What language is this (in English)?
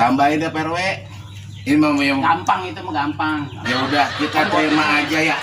Betawi